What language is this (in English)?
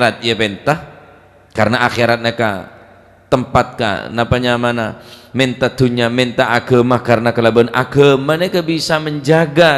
Madurese